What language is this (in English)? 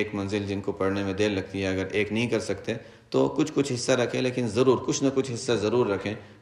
Urdu